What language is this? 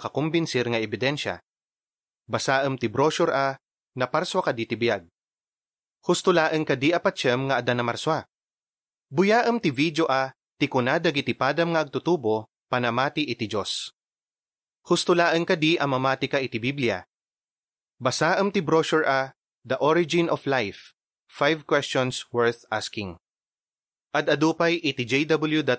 Iloko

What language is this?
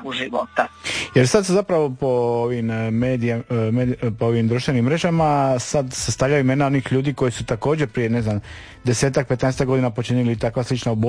Croatian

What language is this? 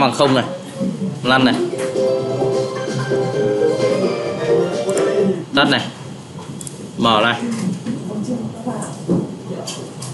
Vietnamese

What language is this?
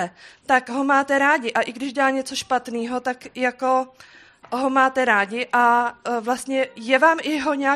Czech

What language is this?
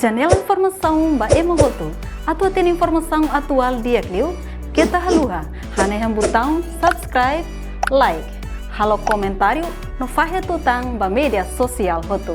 Tetum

